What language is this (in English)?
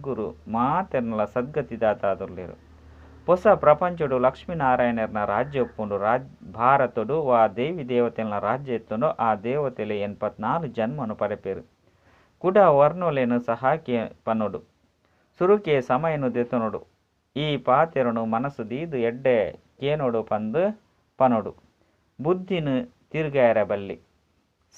Tulu